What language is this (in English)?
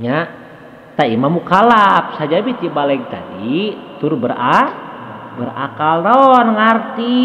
Sundanese